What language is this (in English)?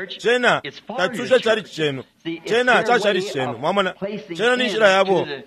Bemba